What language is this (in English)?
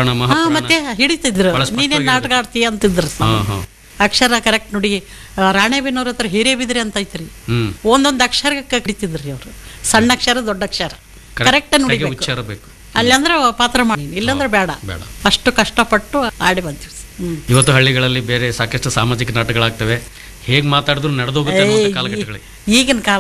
Kannada